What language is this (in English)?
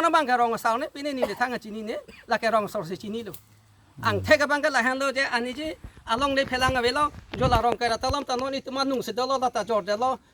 Karbi